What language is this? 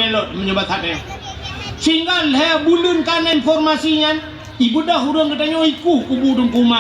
Achinese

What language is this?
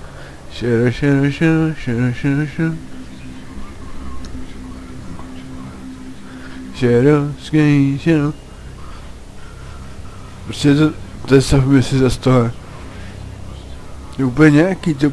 Czech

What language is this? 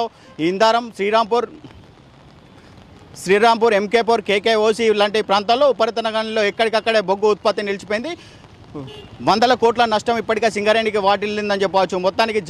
Telugu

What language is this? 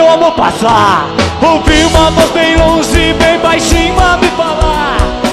Portuguese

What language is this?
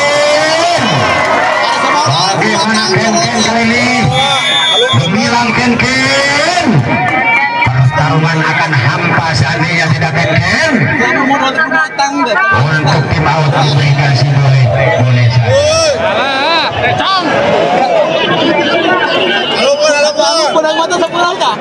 Indonesian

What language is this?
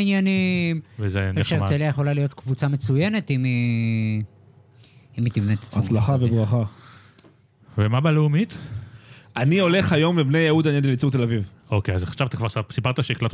Hebrew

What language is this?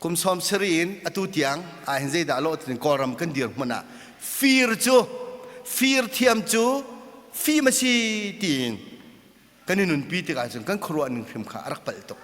Hakha Chin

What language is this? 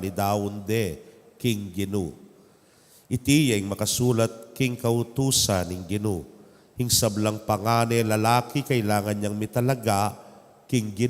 Pampanga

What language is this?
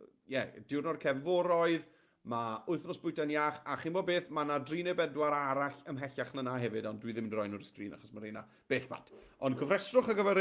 Welsh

